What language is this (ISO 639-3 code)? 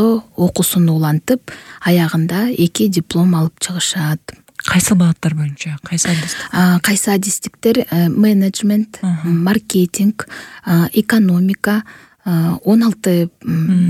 kir